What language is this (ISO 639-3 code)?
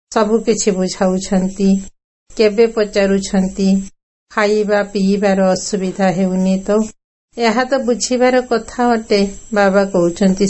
ori